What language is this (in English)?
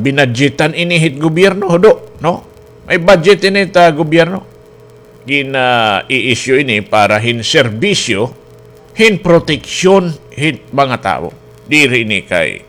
Waray